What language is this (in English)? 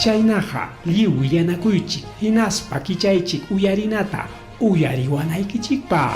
Ayacucho Quechua